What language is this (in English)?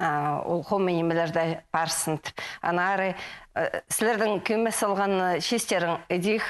Khakas